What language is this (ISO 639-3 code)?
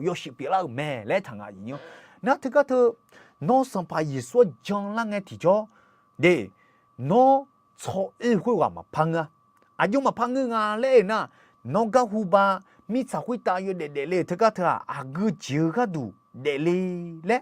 ahk